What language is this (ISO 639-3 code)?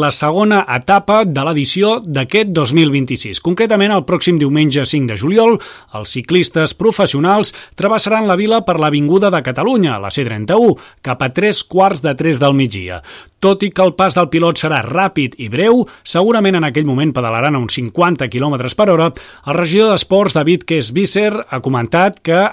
cat